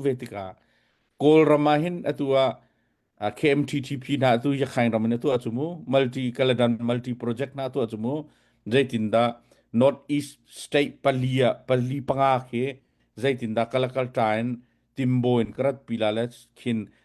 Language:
Hakha Chin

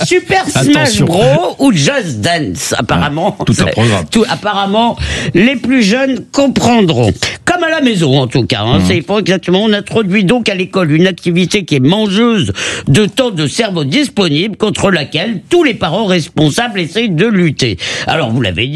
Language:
French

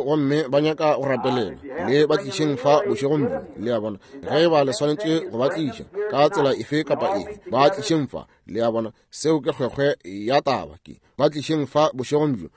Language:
Northern Sotho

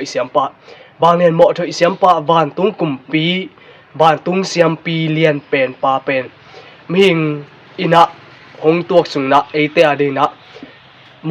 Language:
Tedim Chin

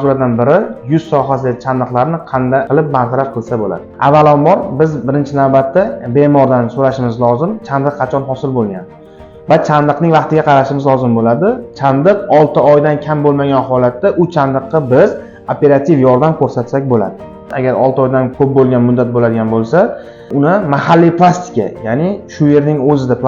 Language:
Uzbek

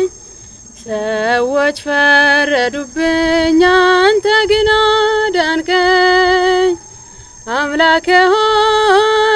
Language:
Amharic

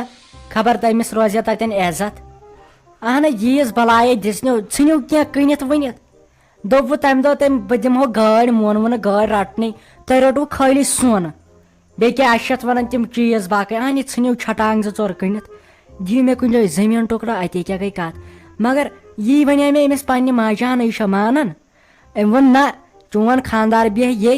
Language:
Kashmiri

